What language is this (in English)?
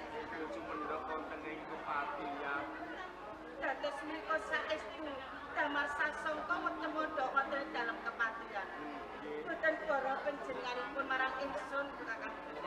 Javanese